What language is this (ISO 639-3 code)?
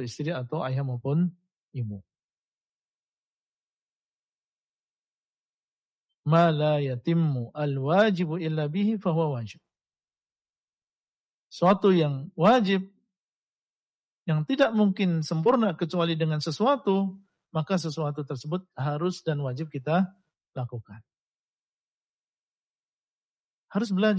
ind